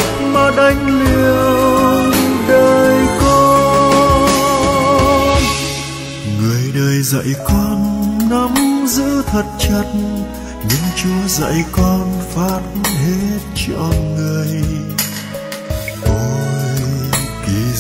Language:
Vietnamese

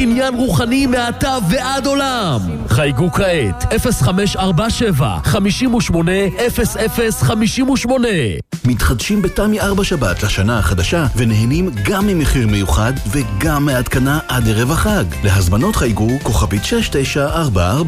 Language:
Hebrew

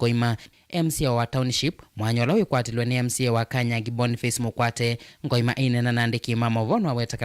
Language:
Kamba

